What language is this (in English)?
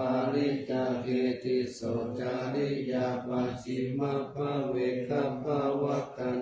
Pali